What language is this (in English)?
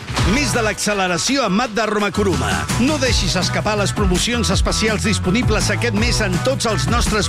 Catalan